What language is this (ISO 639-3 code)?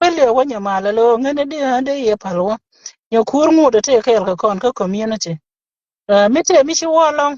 nus